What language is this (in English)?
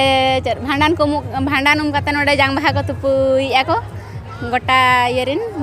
Santali